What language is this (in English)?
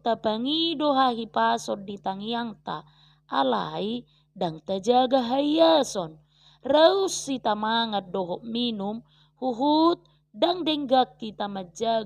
Batak Toba